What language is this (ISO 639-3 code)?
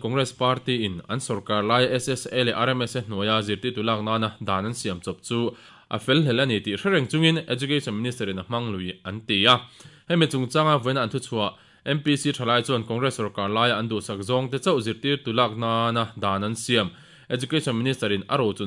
lus